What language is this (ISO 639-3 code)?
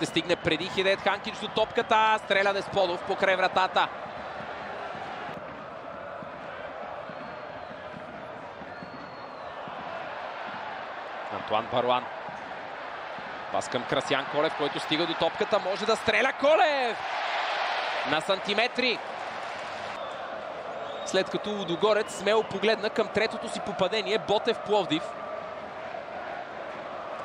bul